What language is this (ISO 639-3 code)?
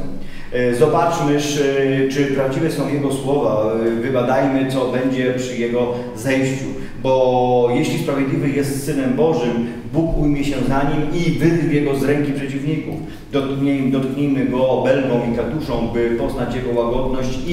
pol